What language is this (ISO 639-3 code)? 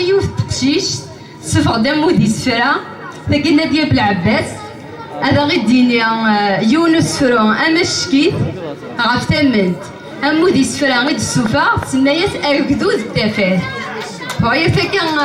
kab